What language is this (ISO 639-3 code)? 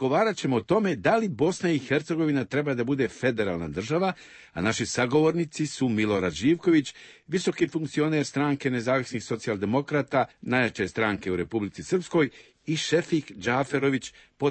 bos